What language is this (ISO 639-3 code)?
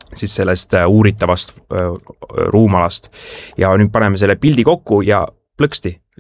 est